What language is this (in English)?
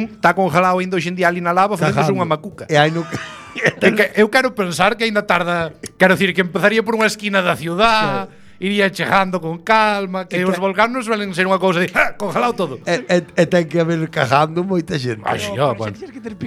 Galician